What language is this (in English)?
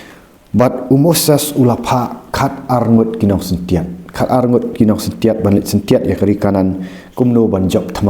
Khasi